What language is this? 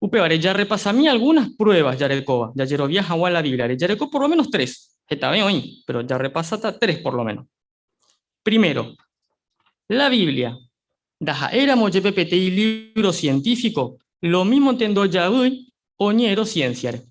Guarani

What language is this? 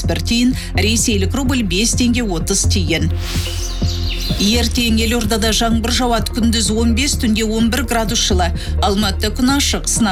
Kazakh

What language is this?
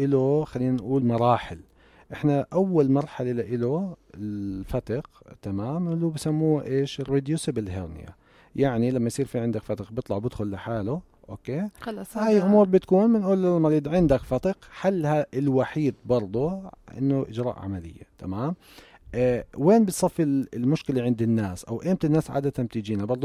North Levantine Arabic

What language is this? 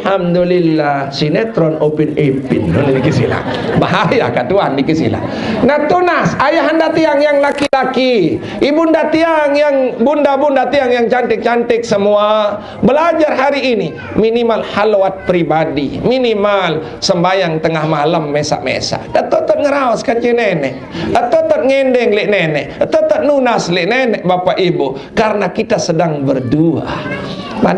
Sasak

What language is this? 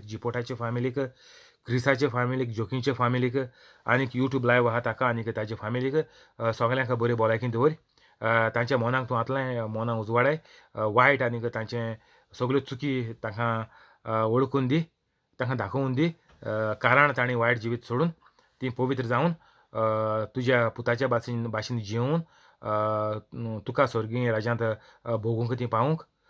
Konkani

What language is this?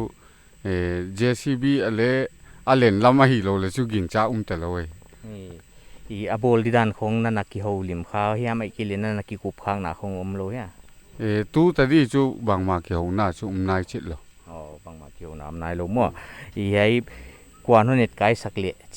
Paite Chin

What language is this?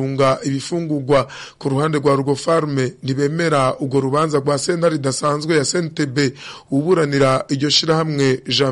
Rundi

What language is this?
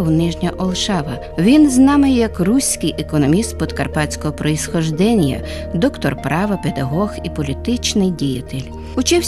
Rusyn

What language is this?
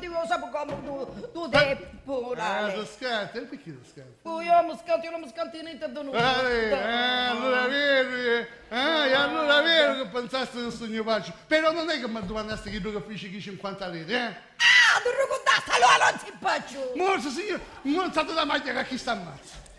Sicilian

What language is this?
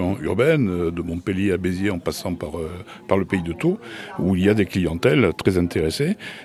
French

